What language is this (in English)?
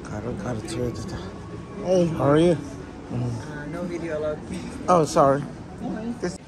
Tibetan